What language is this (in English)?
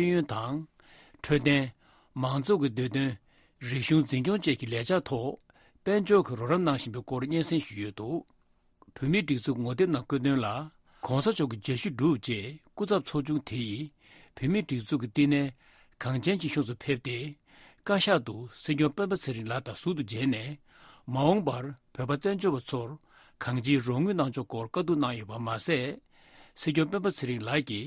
Tibetan